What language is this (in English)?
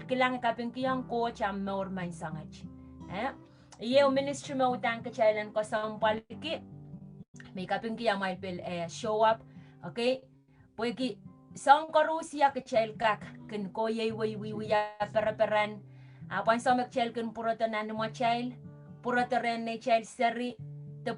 Pohnpeian